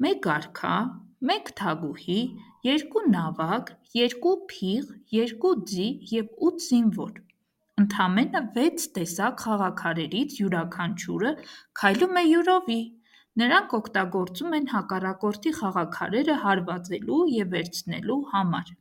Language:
Armenian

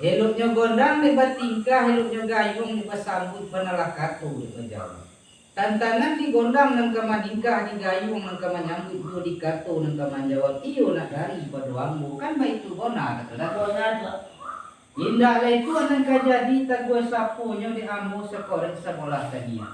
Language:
Minangkabau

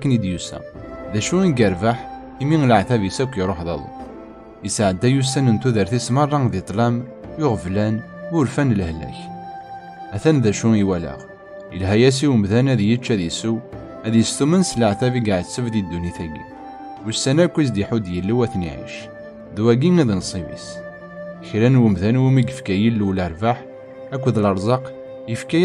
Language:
Kabyle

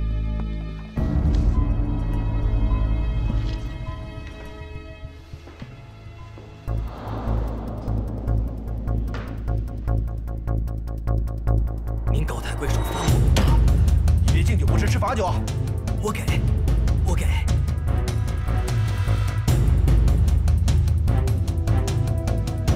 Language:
Chinese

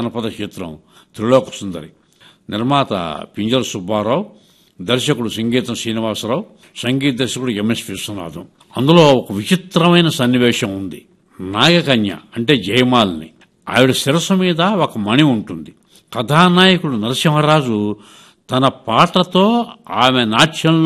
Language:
Telugu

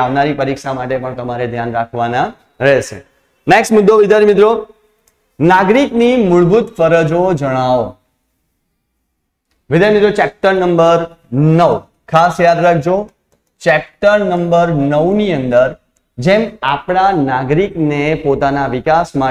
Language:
Gujarati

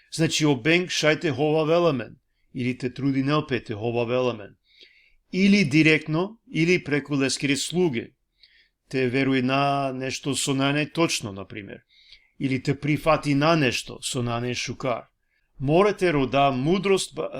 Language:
Balkan Romani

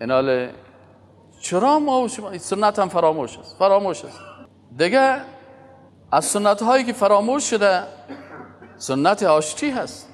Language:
Persian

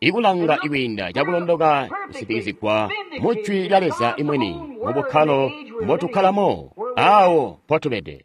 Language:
Tonga (Zambia)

